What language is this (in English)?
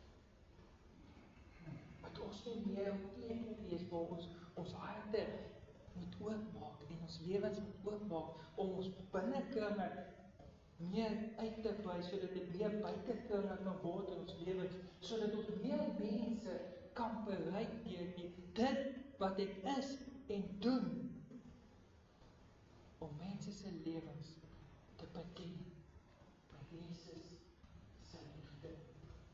Afrikaans